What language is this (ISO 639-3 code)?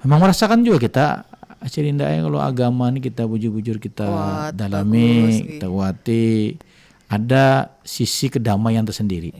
bjn